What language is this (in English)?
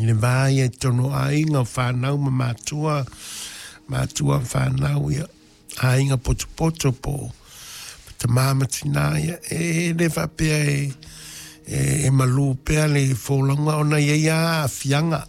Samoan